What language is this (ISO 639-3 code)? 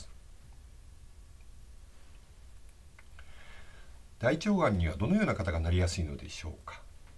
jpn